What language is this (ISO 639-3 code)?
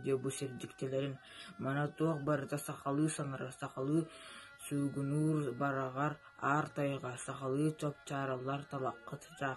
sah